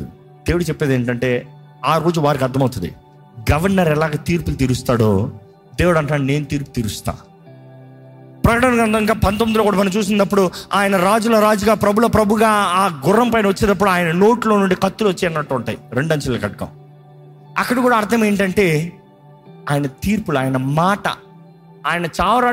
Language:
Telugu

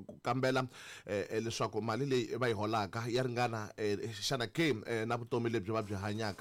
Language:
Tsonga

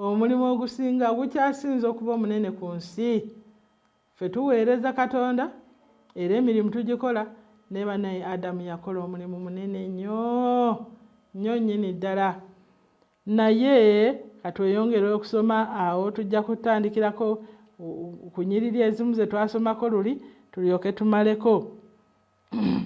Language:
Ganda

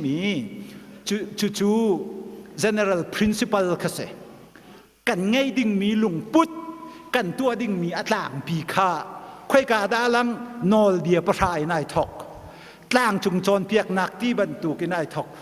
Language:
Hakha Chin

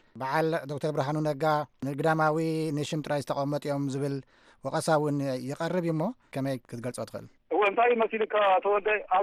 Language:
Tigrinya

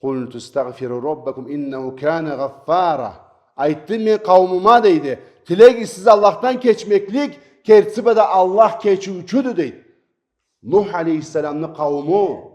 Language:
Karachay-Balkar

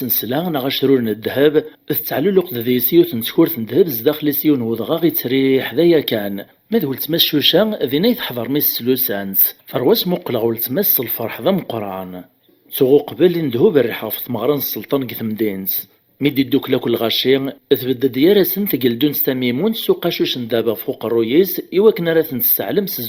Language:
Kabyle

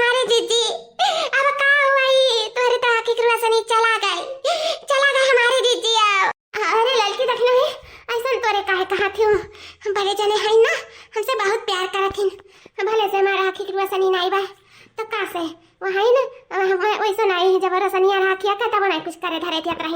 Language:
Awadhi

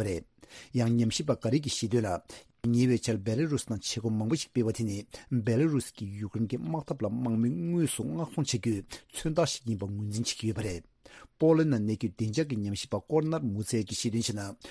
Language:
Tibetan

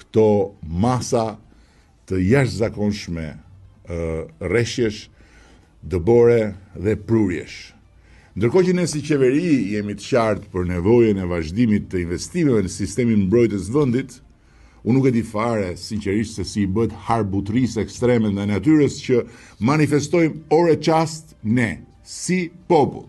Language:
Albanian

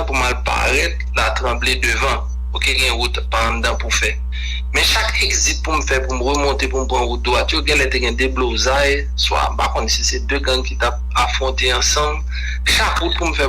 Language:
Haitian Creole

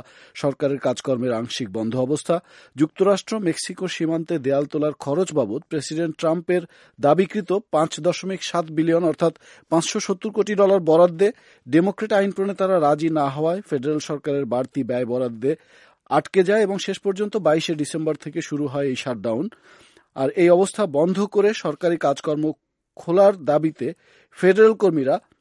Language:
Bangla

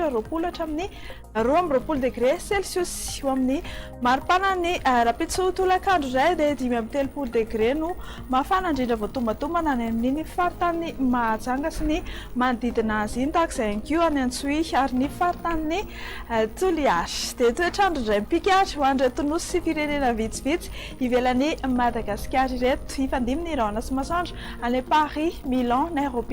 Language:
Malagasy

